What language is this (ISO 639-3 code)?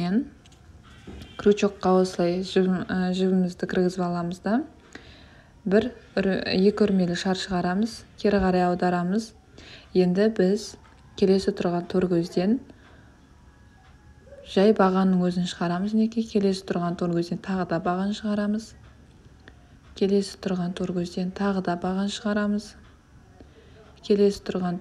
kaz